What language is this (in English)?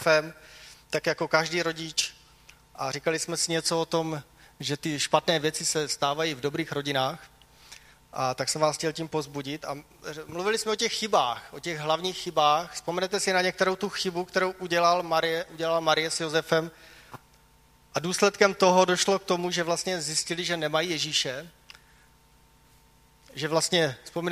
Czech